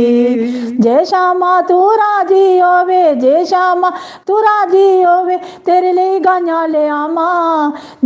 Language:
Dogri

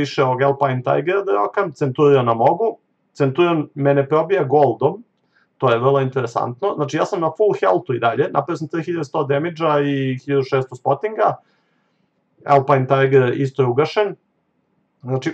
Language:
Serbian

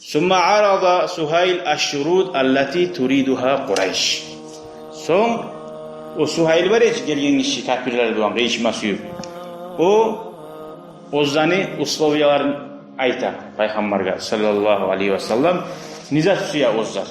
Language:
Kumyk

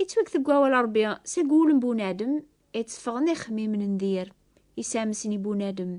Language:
Kabyle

